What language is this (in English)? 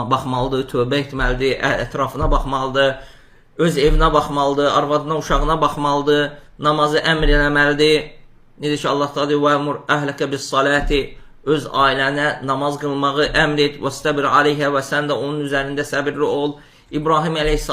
Azerbaijani